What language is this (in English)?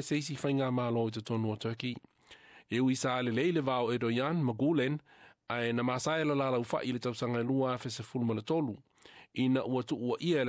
Samoan